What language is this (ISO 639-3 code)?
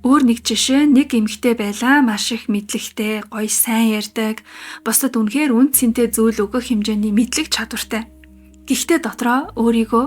mon